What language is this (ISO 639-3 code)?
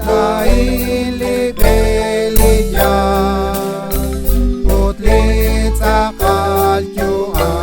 kek